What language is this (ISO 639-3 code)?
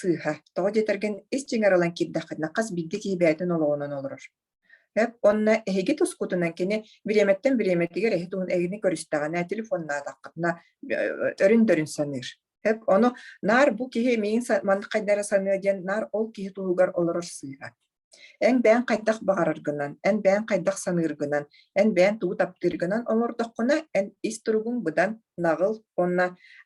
sah